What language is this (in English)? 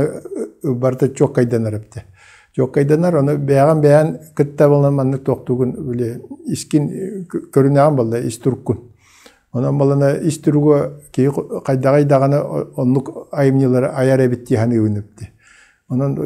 Yakut